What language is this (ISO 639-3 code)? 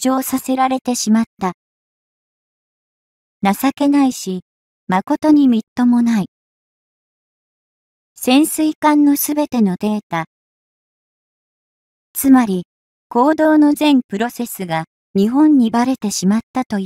jpn